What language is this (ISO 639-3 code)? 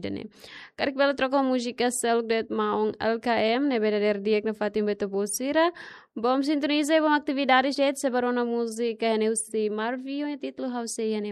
tet